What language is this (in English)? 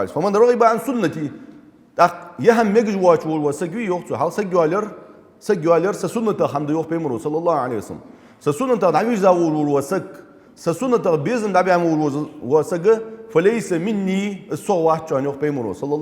Ingush